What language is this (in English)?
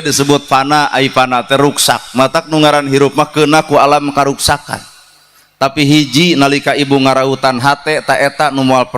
Sundanese